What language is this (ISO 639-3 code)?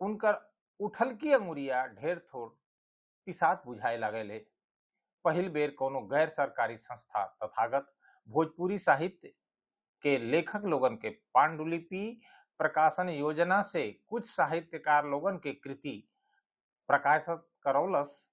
bho